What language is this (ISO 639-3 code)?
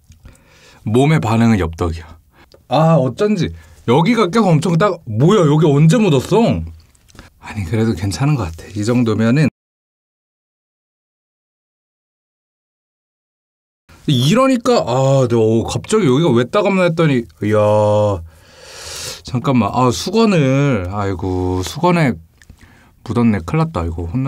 kor